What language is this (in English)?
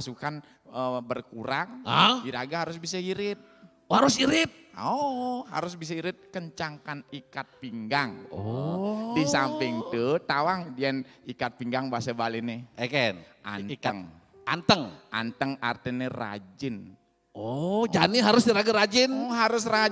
Balinese